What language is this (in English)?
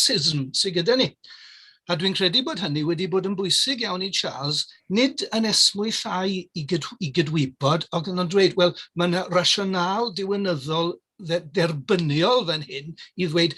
Welsh